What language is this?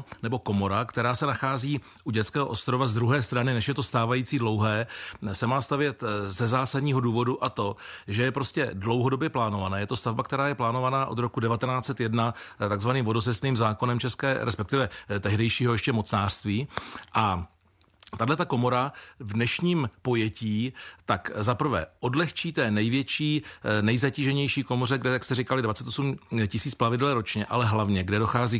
Czech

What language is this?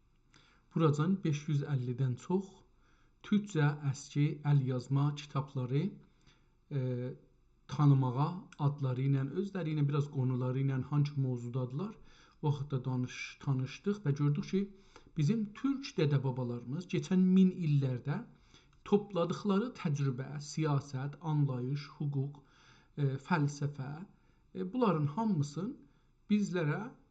South Azerbaijani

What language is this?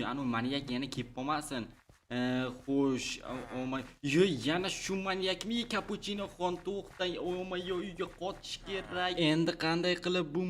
Uzbek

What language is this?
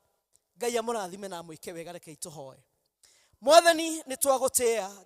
Kikuyu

